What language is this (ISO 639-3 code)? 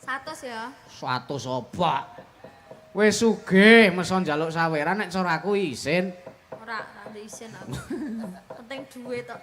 jav